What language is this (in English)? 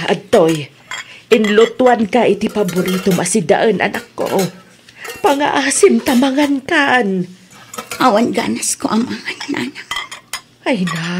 Iloko